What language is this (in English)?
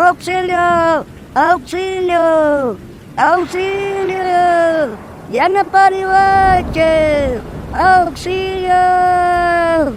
South Bolivian Quechua